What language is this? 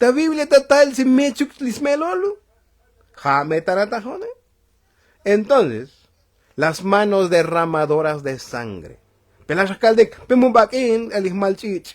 Tzotzil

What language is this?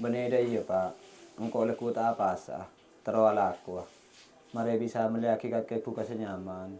Madurese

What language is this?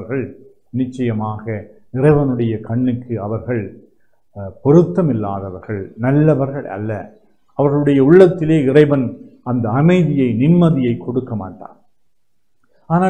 Tamil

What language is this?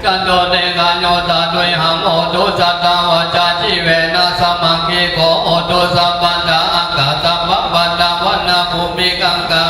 Pali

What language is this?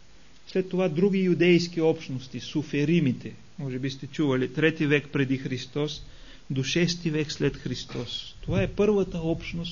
Bulgarian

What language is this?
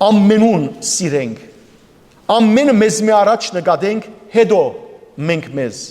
Western Armenian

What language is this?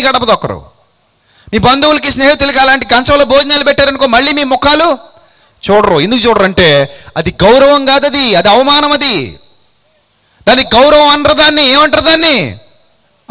Telugu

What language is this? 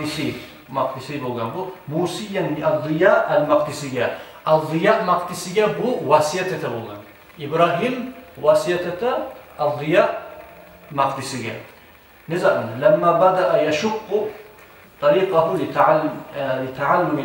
Kumyk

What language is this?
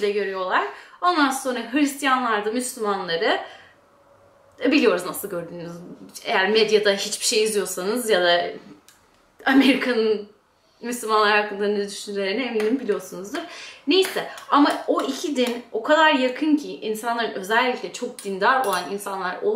Turkish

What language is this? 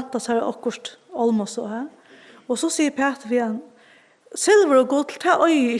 Faroese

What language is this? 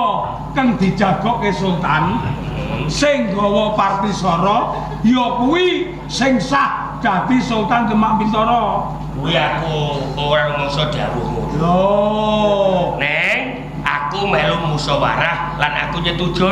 Javanese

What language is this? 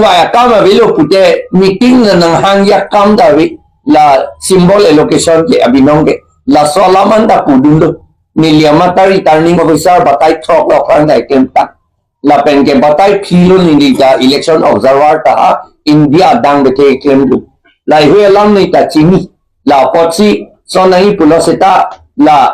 Karbi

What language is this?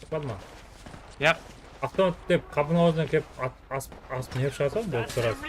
Kara-Kalpak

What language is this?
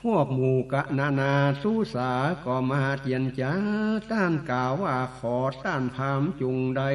Northern Thai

